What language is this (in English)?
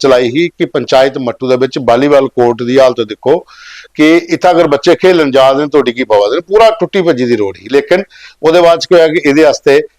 Dogri